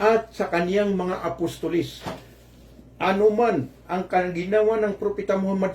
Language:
Maranao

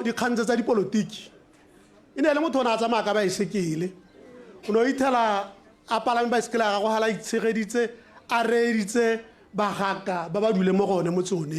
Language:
Tswana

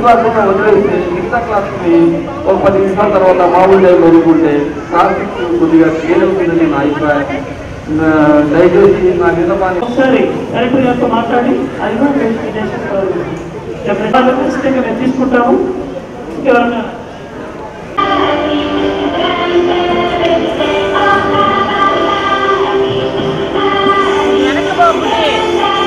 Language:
Telugu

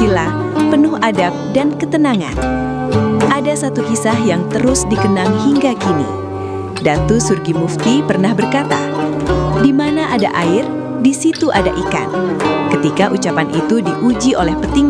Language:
Banjar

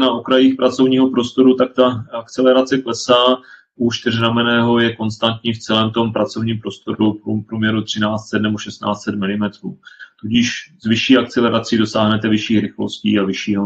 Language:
Czech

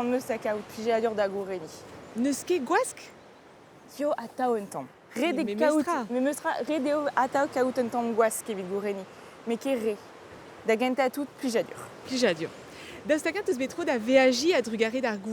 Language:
Breton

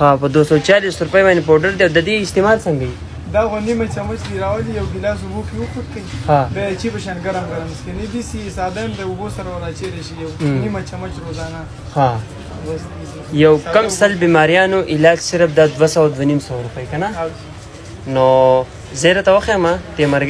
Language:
Pashto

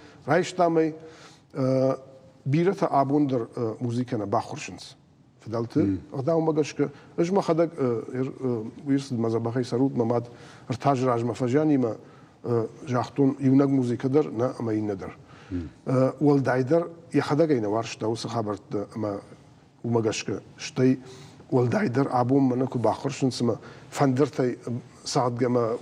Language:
Ossetic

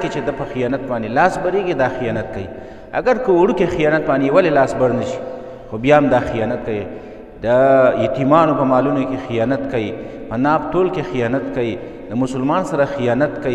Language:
Pashto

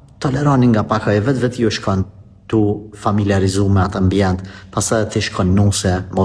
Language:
Albanian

